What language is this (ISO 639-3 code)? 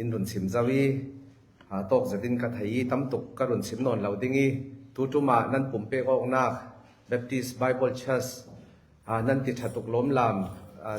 cfm